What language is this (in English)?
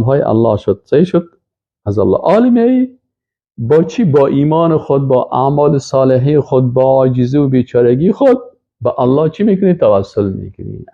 Persian